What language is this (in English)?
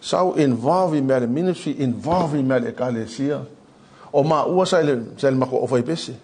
Samoan